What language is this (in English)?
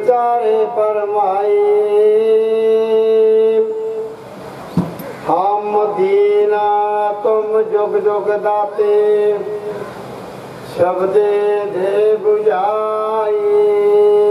Punjabi